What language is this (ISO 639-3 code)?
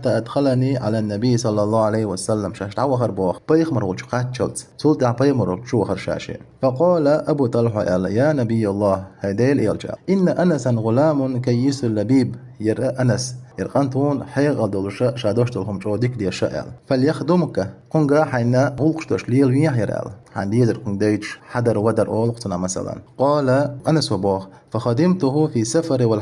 che